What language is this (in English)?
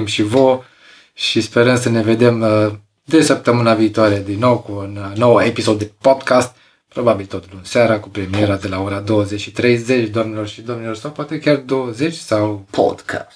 Romanian